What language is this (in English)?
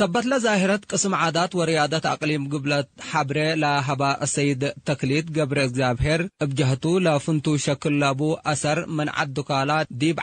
Tigre